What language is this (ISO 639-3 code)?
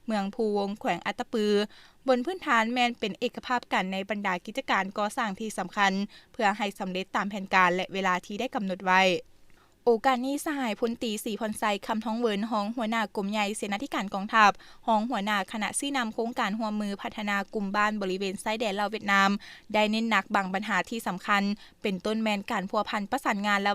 lao